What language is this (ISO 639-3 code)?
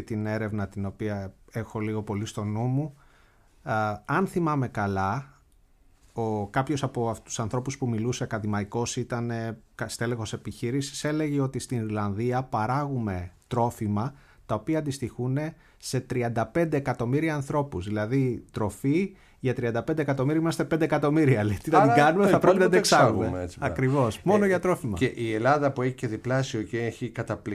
ell